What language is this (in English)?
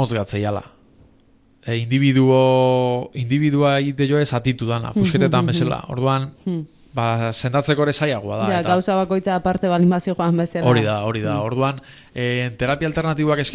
Basque